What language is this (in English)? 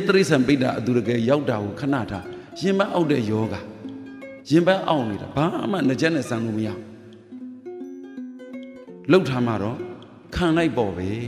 Burmese